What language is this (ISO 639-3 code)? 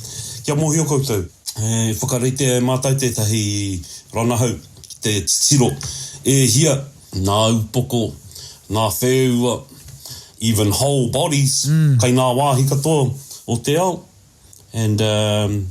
mri